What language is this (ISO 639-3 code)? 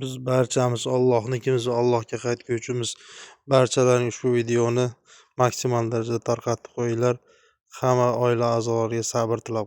uzb